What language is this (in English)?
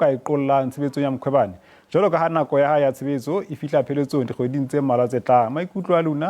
Southern Sotho